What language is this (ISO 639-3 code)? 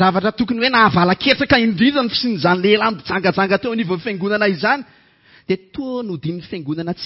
mlg